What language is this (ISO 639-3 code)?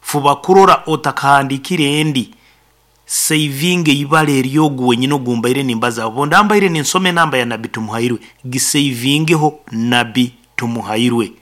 nyn